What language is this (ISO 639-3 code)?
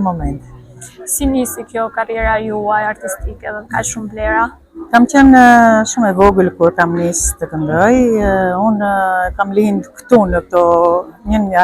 sqi